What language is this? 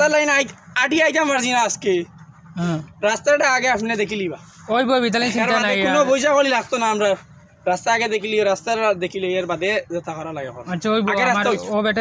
Sylheti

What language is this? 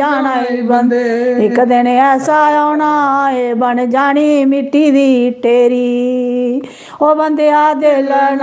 Dogri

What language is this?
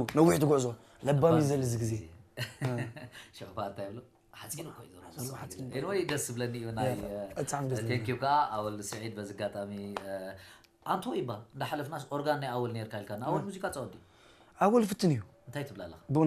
Tigrinya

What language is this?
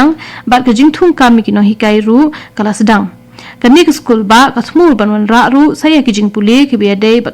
Khasi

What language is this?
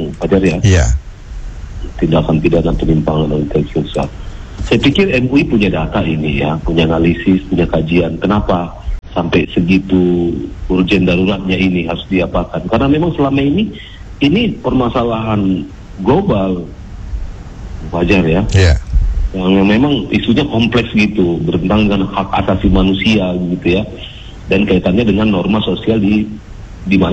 Indonesian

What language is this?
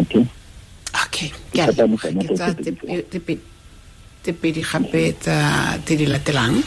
Tswana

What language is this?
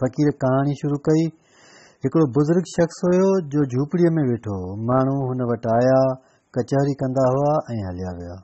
Sindhi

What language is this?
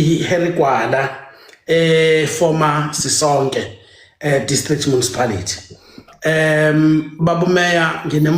Zulu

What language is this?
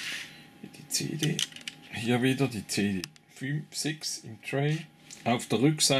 German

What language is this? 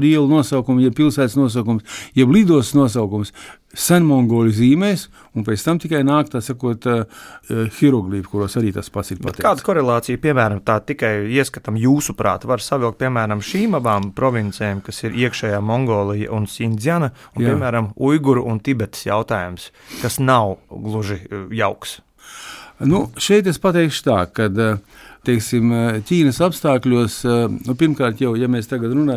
Latvian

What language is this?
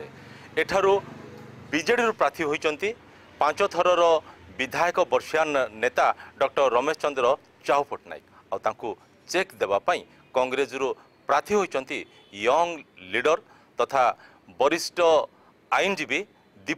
Odia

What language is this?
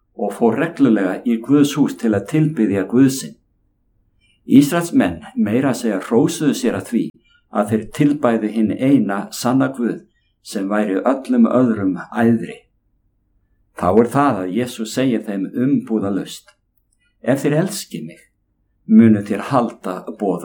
Icelandic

